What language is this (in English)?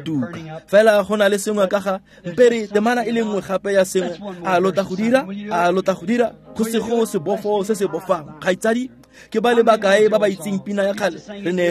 Tswana